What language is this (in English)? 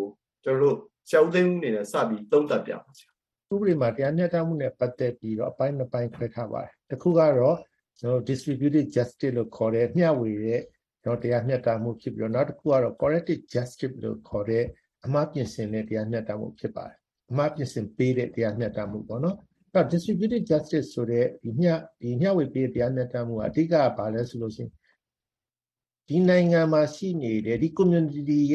Burmese